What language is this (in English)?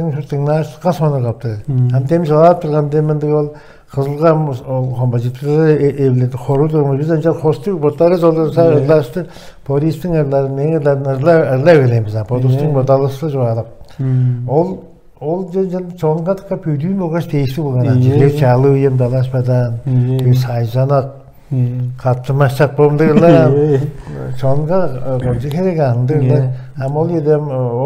Tuvinian